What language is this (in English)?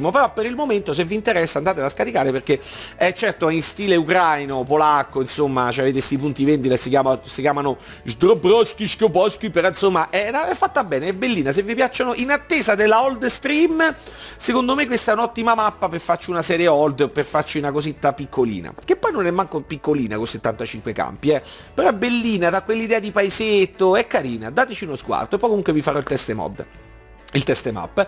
Italian